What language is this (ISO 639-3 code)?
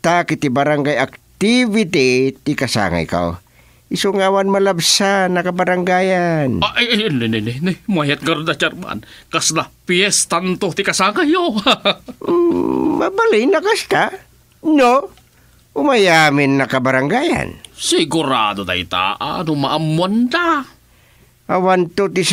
ilo